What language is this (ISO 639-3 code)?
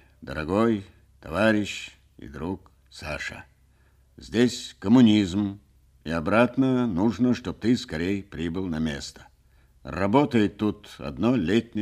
rus